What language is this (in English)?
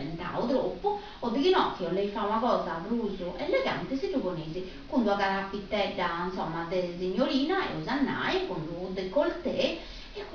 Sardinian